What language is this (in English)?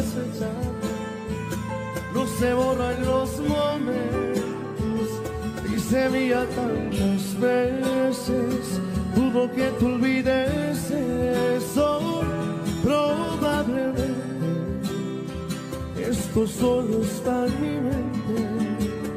Spanish